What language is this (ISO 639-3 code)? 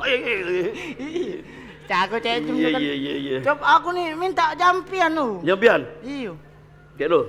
mui